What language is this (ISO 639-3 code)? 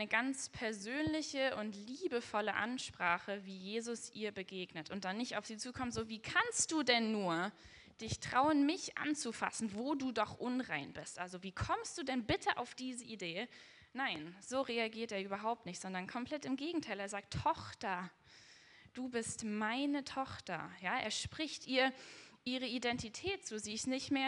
deu